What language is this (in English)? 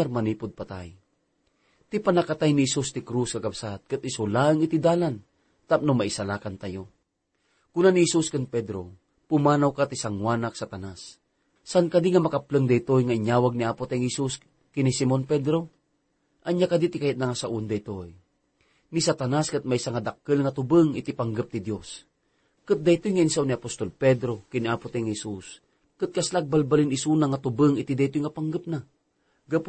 Iloko